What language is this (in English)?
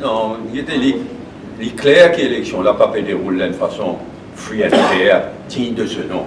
Morisyen